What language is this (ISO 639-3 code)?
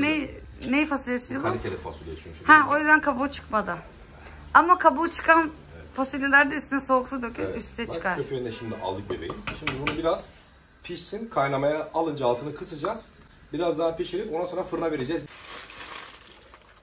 tur